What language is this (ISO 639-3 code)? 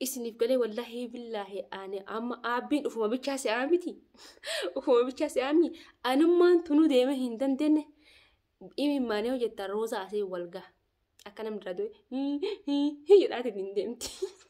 orm